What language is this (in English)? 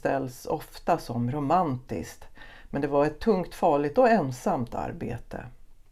Swedish